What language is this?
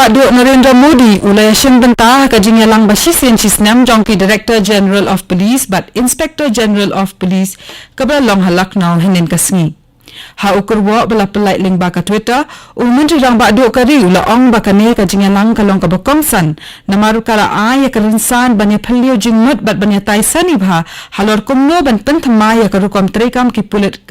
Khasi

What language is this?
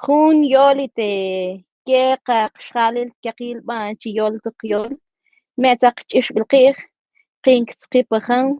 Mam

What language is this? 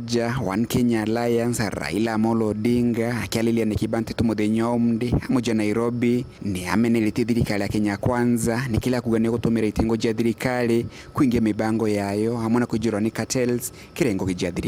Meru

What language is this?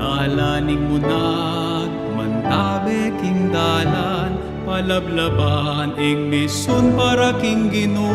Pampanga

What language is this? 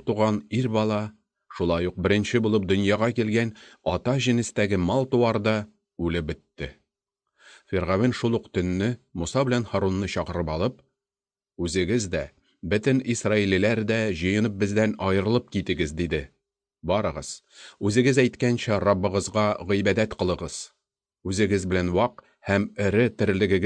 Tatar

